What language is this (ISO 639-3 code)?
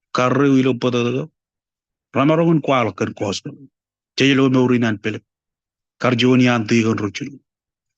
mah